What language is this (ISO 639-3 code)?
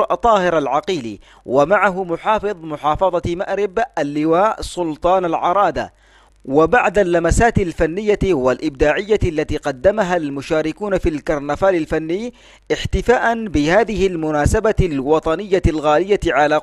ara